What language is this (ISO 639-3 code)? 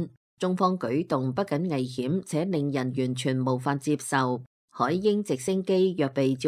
yue